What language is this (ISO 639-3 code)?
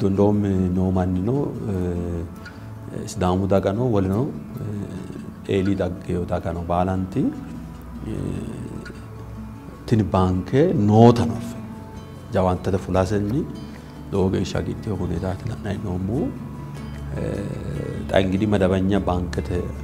sid